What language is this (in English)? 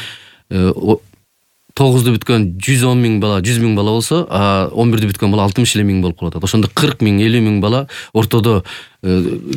Kyrgyz